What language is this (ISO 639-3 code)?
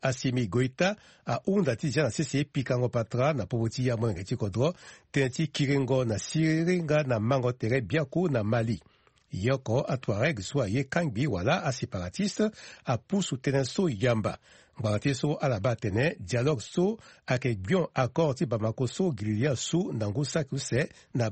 sag